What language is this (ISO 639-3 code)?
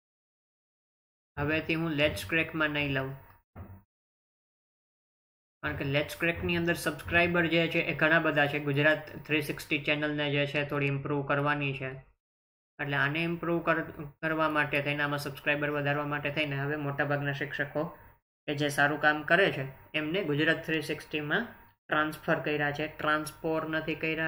guj